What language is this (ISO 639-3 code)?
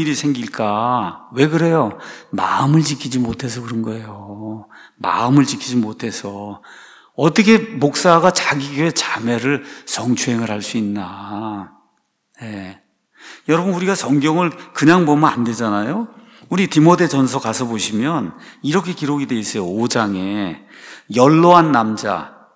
kor